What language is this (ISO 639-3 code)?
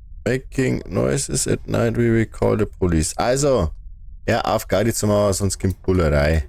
bar